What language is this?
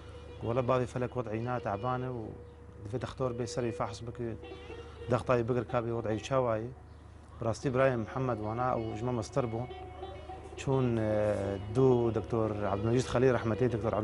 Kurdish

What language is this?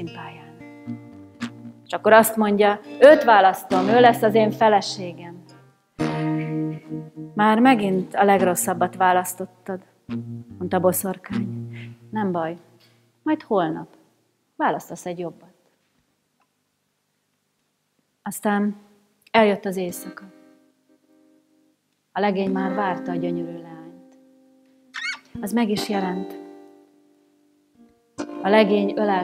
Hungarian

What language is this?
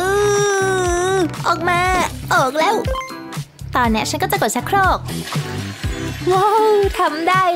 Thai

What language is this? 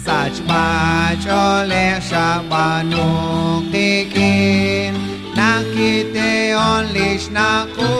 Kekchí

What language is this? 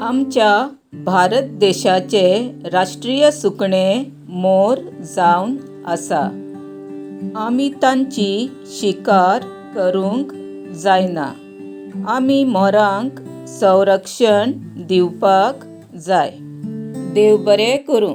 Konkani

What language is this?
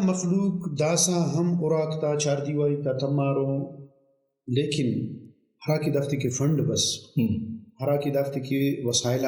Brahui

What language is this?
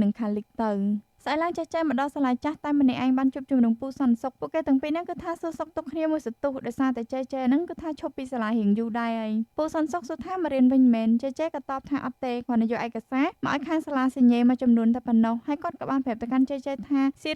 Khmer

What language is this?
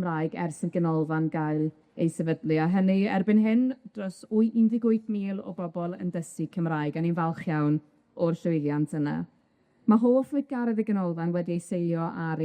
Welsh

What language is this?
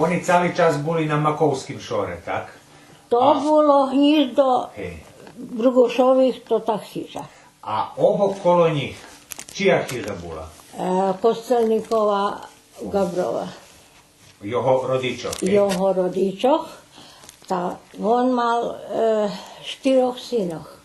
Rusyn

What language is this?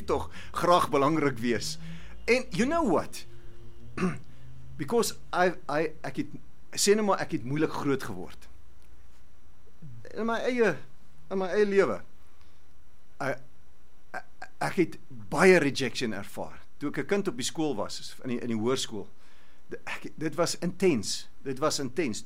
Afrikaans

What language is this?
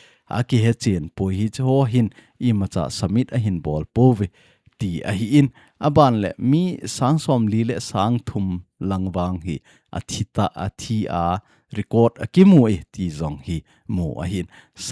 Thado Chin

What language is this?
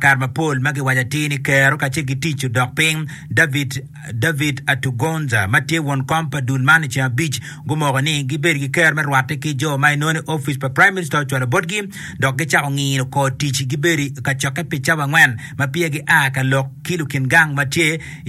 Acoli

